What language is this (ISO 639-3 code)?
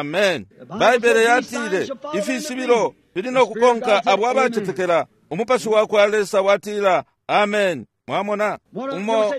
bem